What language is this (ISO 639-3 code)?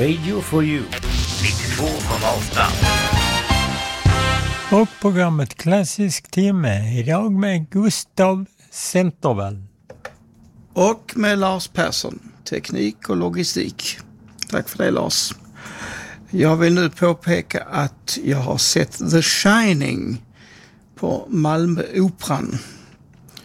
swe